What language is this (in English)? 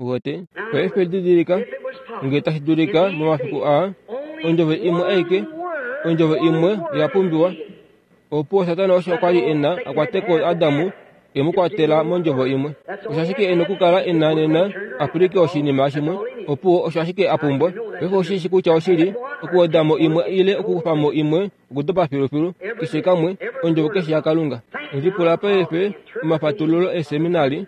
Kuanyama